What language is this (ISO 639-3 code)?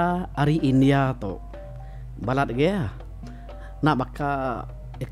iba